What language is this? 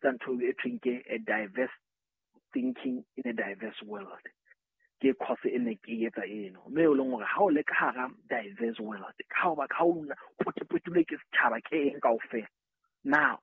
Southern Sotho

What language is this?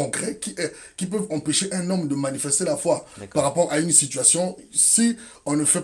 French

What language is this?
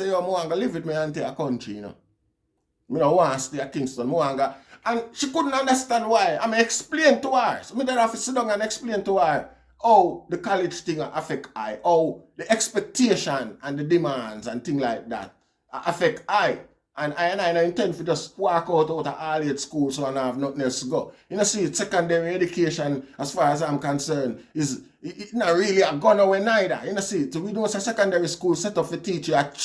Jamaican Creole English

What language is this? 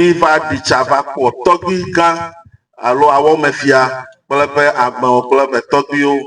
Ewe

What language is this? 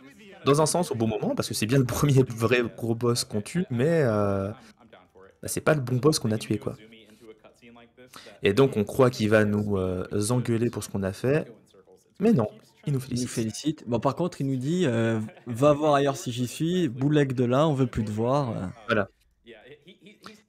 French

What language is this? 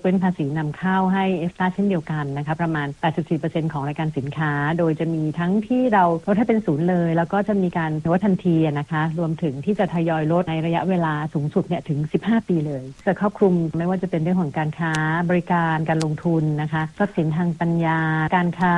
Thai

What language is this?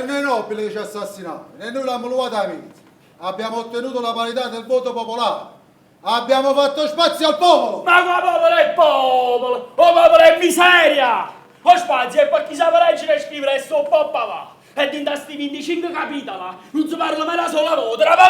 Neapolitan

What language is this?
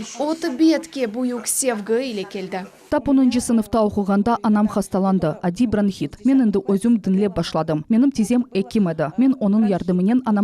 Crimean Tatar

